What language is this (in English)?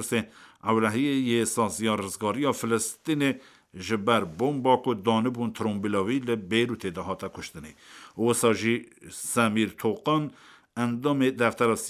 Kurdish